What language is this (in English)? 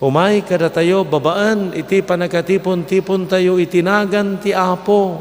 Iloko